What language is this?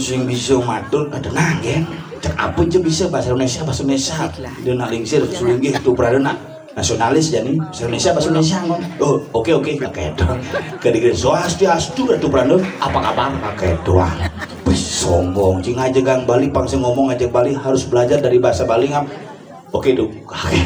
Balinese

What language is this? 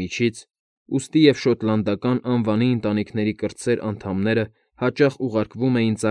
Armenian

